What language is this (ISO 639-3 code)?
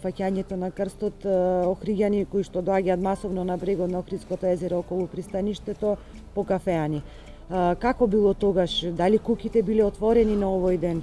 mkd